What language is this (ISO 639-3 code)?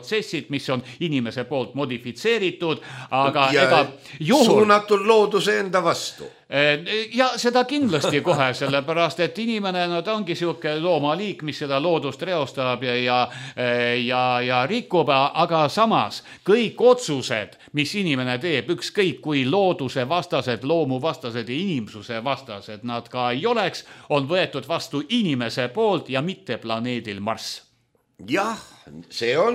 est